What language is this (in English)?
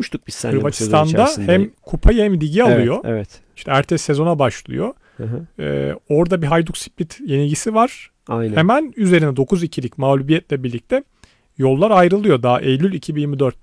Turkish